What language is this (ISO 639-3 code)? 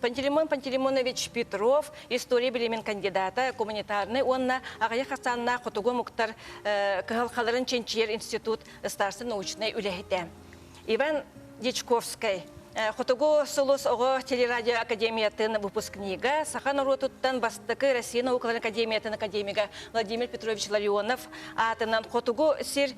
sah